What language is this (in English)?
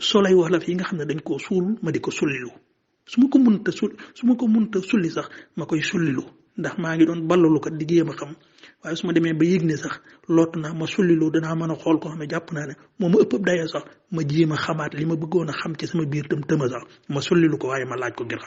Wolof